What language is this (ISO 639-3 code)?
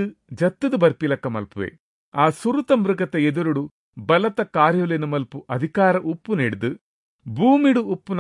tcy